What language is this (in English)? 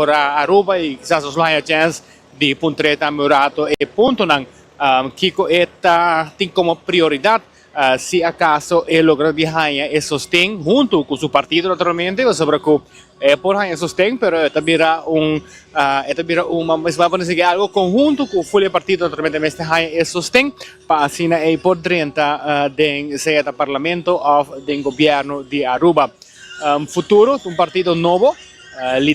Papiamento